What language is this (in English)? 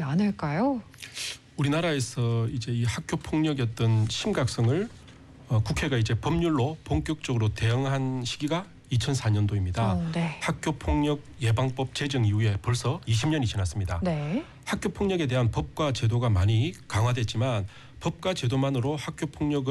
Korean